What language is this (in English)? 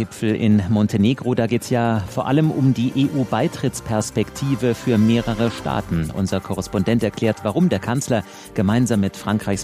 German